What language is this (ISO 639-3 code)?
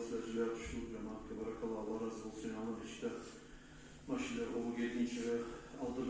kum